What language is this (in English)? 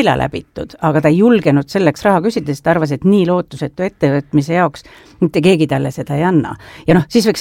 Estonian